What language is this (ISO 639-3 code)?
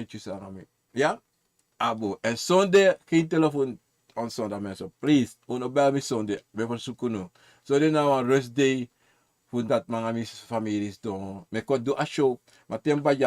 srn